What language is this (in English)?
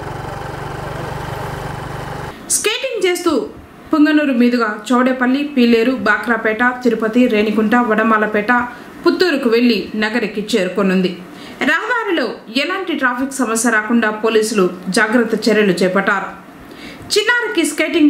Telugu